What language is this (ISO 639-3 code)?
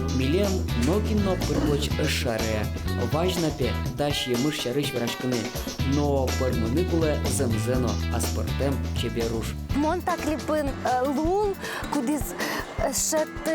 udm